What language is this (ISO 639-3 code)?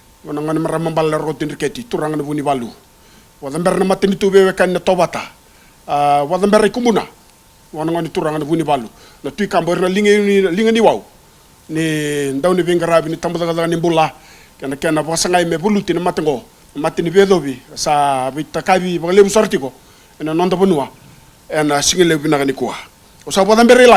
fij